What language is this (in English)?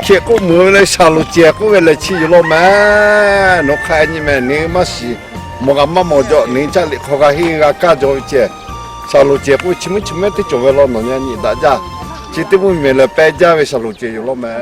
Lahu